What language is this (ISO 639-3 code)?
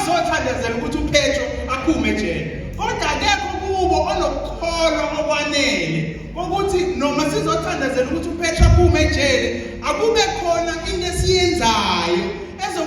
zul